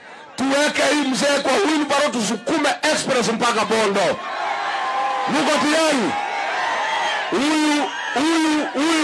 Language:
Swahili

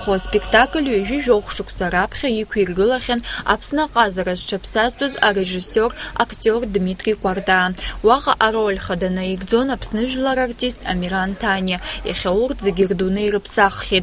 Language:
Abkhazian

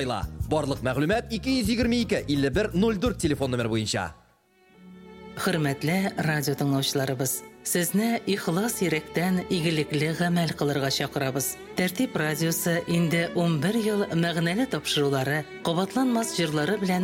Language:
Tatar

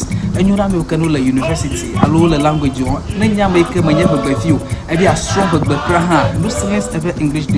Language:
Ewe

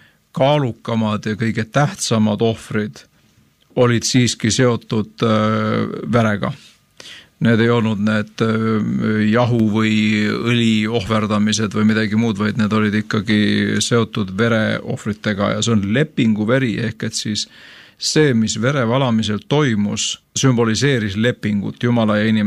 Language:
Estonian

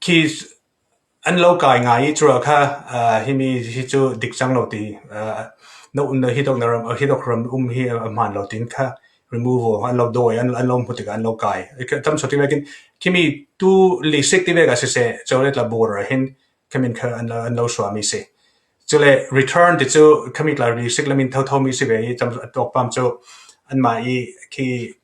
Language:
Falam Chin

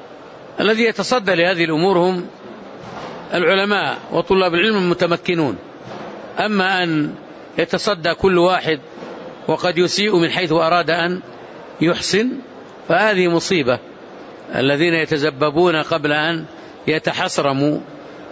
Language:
Arabic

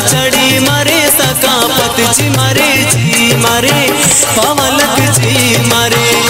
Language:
Brahui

